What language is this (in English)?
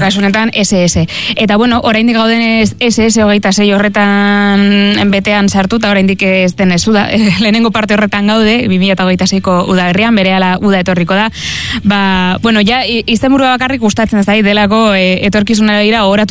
Basque